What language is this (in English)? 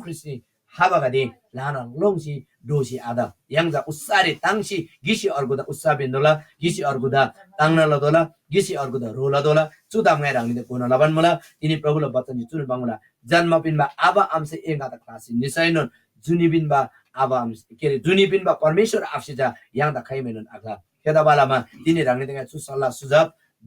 Eastern Tamang